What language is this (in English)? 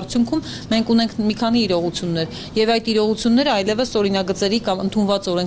Armenian